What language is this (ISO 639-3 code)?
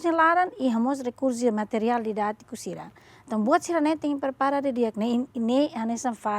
tet